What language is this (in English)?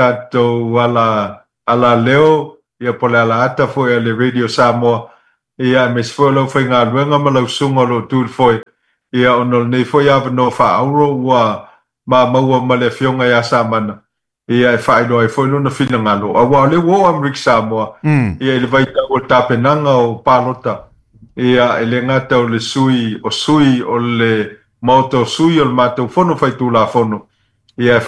Samoan